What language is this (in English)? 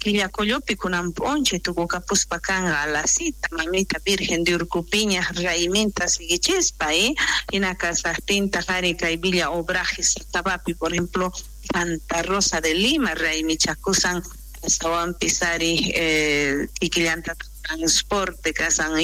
South Bolivian Quechua